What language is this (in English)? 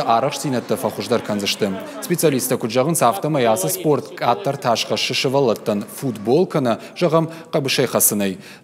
Ossetic